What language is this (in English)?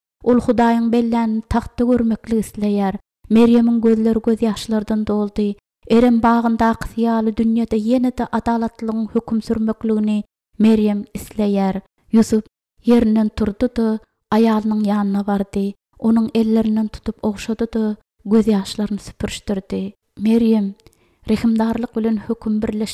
Turkmen